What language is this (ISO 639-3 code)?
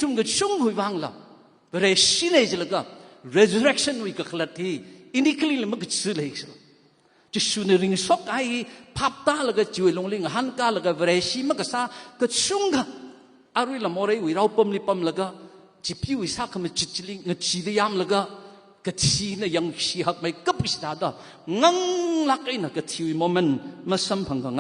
nmf